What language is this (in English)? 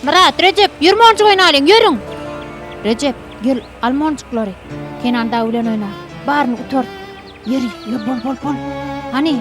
Turkmen